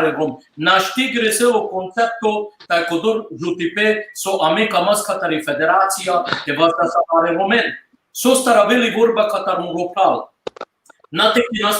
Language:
Balkan Romani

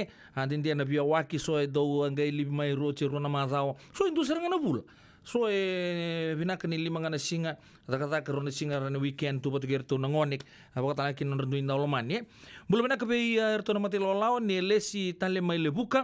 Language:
Fijian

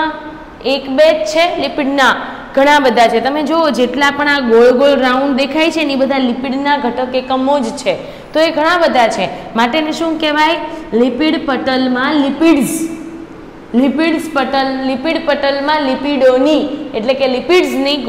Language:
Gujarati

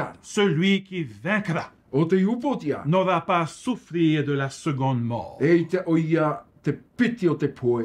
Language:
Tahitian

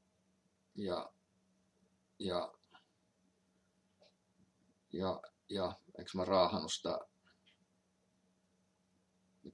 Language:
Finnish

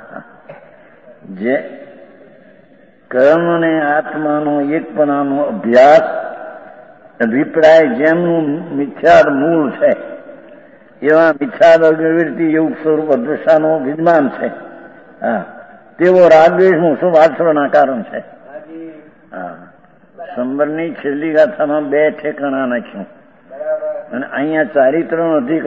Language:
Gujarati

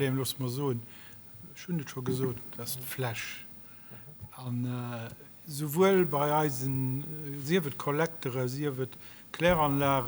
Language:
Luxembourgish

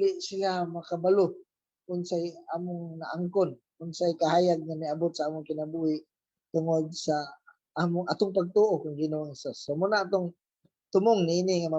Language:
Cebuano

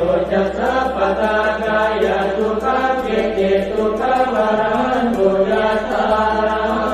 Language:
Pali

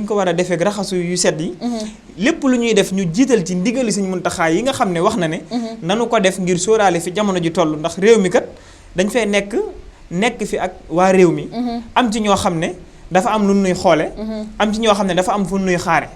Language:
Wolof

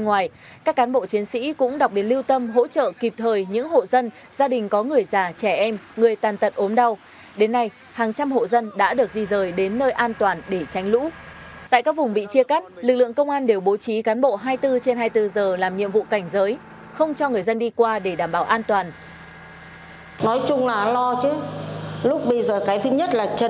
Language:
Vietnamese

